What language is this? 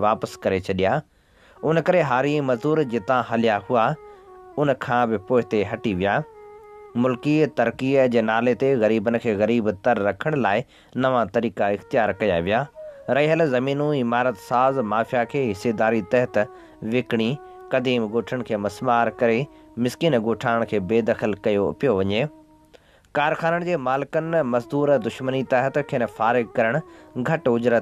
Sindhi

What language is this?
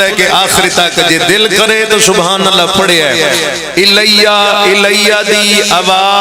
Pahari-Potwari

